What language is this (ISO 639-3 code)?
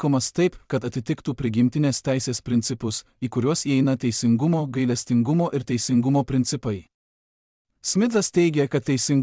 lit